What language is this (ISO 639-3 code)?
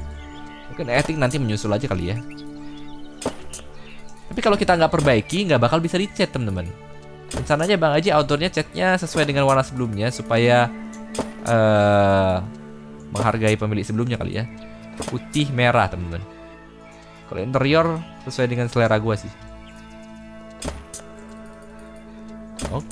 ind